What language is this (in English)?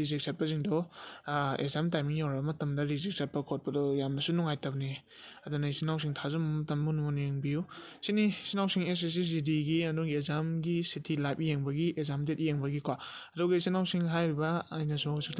Manipuri